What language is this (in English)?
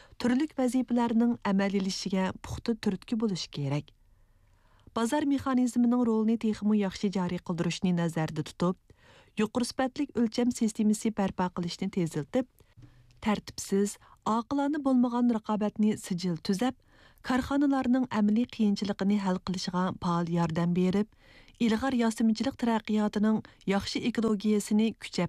Uyghur